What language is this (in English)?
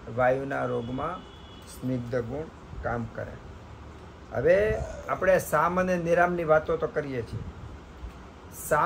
Gujarati